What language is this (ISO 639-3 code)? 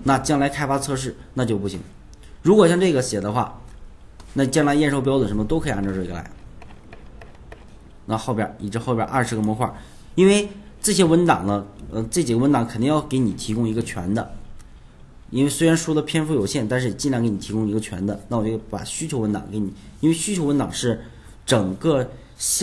zho